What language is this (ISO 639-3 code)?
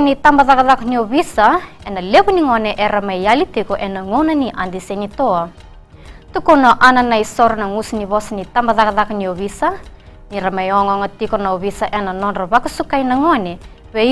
fij